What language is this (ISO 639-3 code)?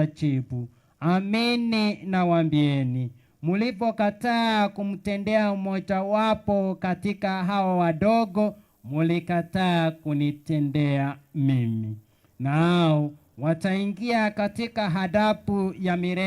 guz